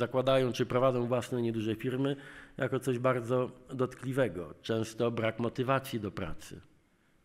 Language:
Polish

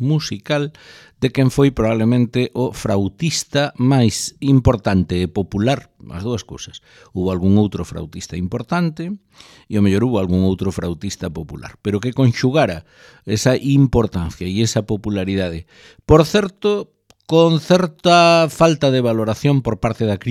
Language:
Galician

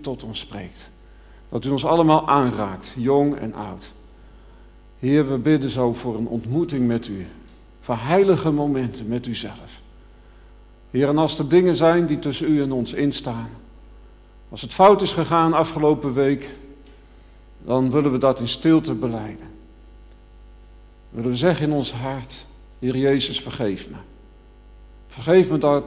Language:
Dutch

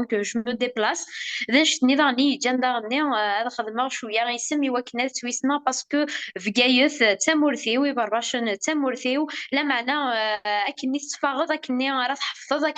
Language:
Kabyle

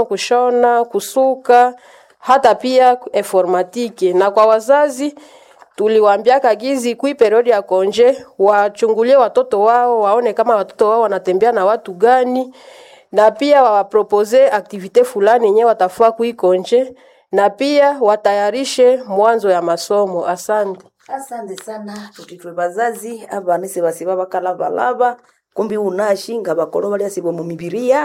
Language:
Swahili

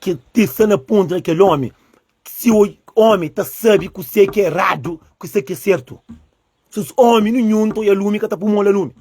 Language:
Kabuverdianu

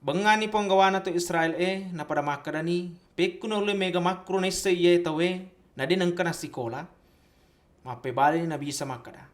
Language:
Buginese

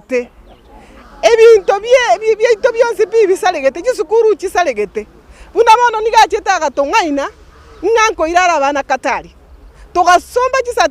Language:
Gusii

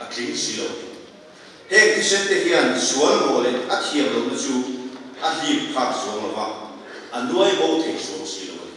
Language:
Mizo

